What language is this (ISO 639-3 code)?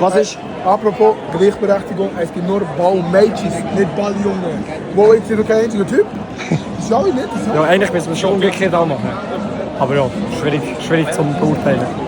gsw